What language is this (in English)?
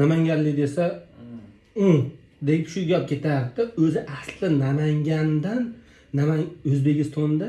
Uzbek